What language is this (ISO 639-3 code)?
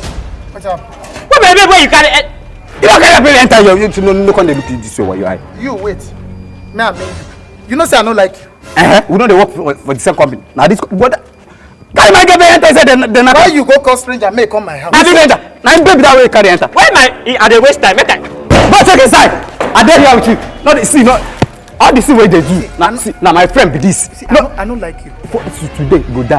pcm